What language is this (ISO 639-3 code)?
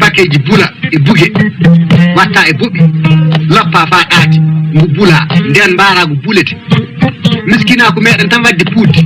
ful